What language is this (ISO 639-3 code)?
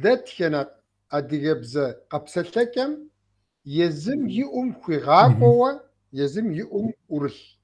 kbd